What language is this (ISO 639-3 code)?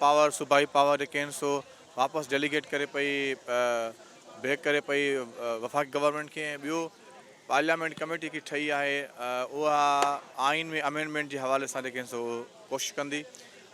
snd